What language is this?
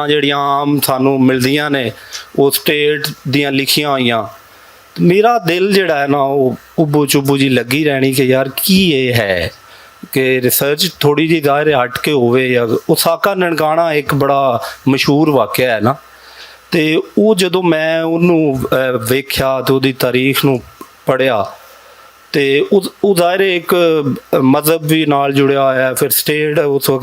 Western Panjabi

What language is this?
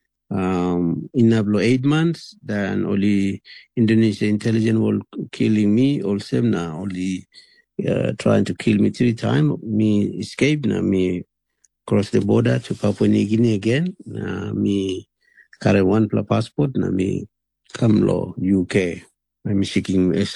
Tok Pisin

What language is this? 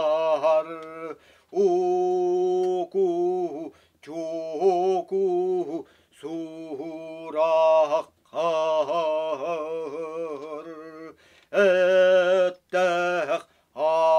Yakut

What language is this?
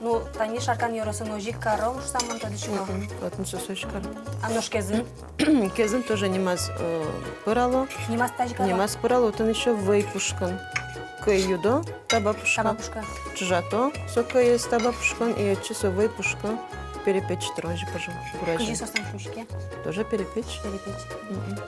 Udmurt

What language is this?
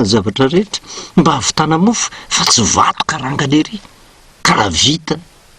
Malagasy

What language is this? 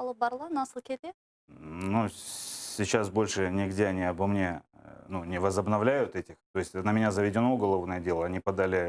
Crimean Tatar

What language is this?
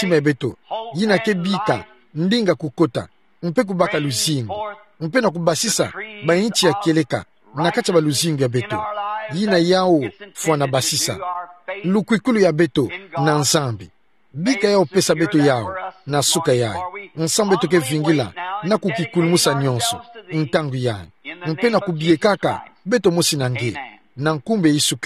Kituba (Democratic Republic of Congo)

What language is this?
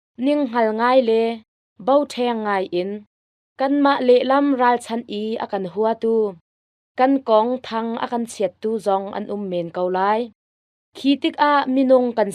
Hakha Chin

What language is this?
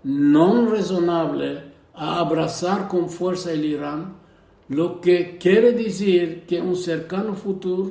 Ladino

